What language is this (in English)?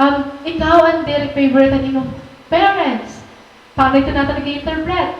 Waray